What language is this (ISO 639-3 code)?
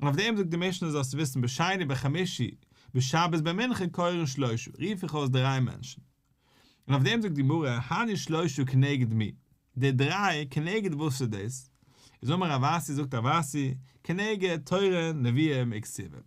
yid